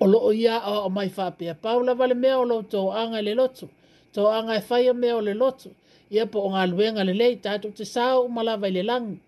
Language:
Samoan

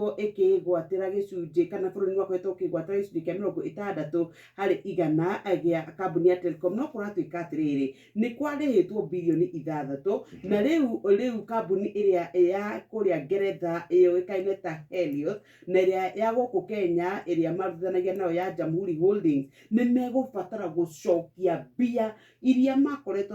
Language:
Kikuyu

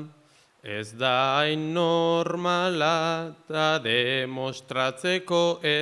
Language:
Basque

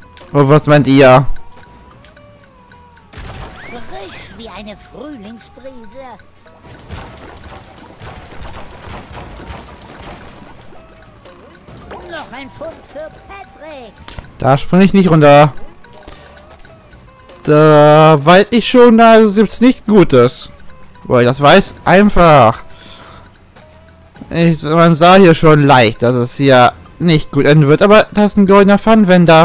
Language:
German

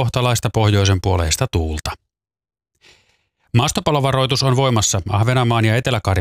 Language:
Finnish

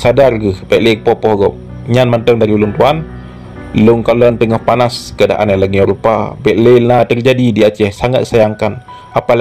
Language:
Achinese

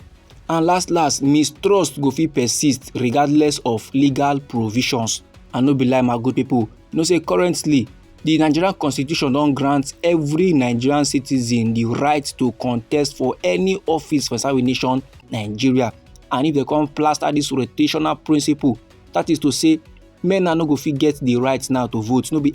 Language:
Nigerian Pidgin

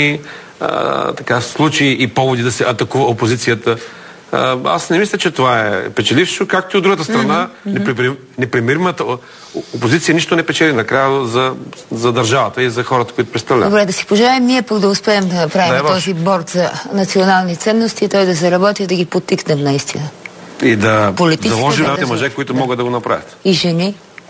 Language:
Bulgarian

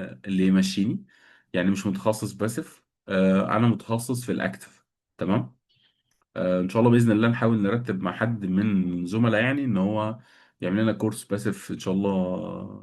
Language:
Egyptian Arabic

